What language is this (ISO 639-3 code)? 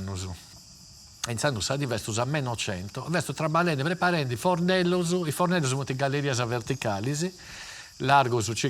srd